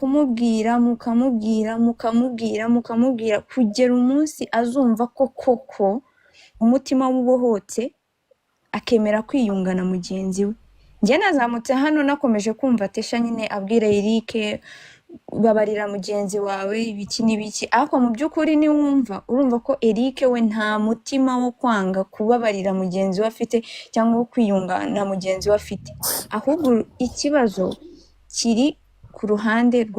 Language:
Kinyarwanda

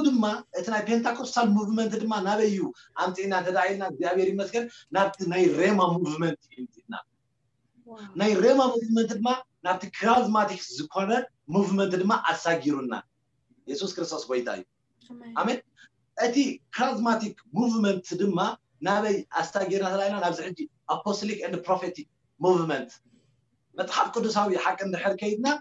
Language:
Tigrinya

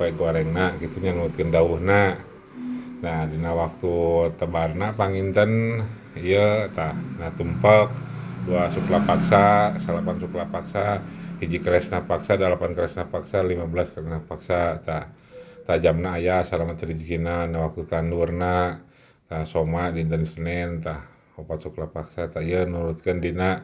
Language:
Sundanese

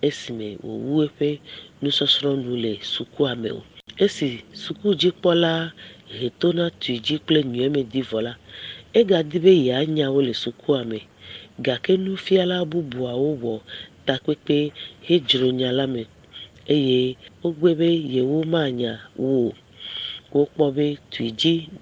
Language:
Ewe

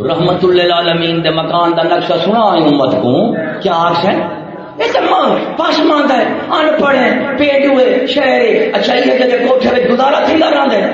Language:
Saraiki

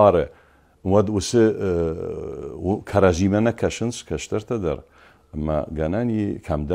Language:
Ossetic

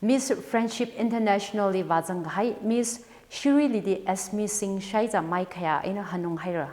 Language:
Tangkhul Naga (India)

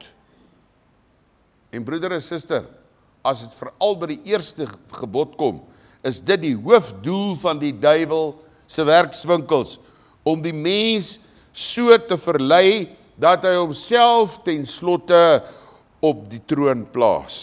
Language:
Afrikaans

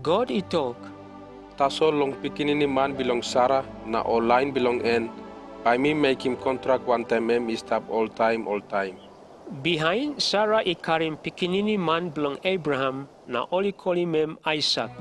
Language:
Tok Pisin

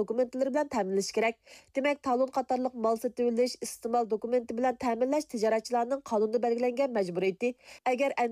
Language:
Uyghur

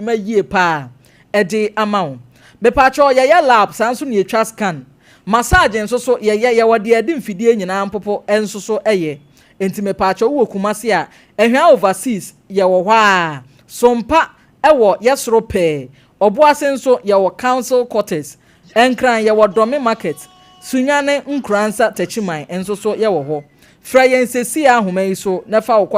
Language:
Akan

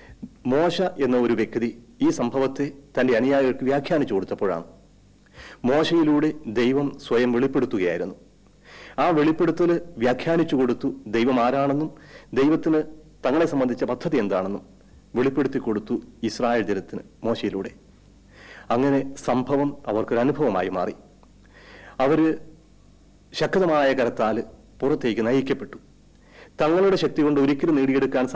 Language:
Malayalam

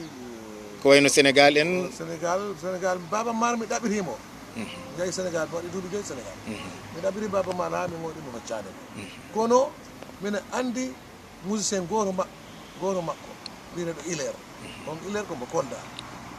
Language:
Fula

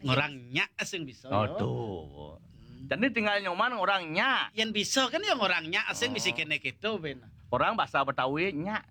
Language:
Balinese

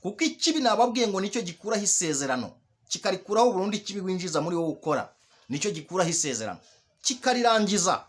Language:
Kinyarwanda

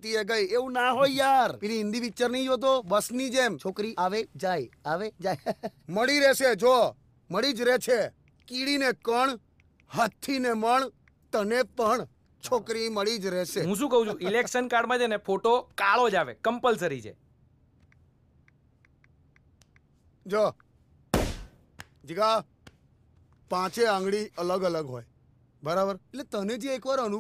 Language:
Gujarati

